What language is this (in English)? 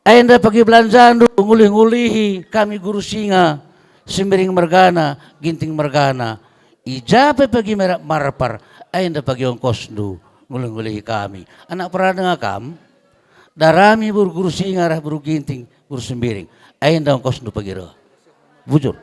Batak Karo